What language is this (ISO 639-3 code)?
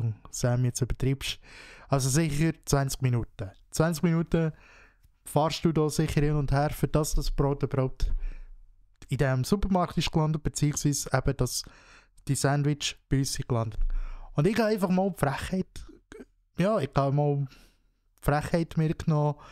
gsw